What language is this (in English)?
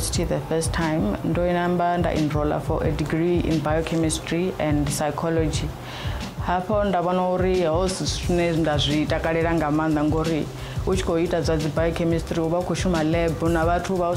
English